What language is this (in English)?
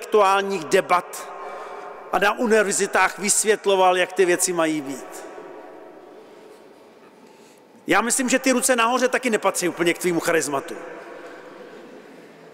Czech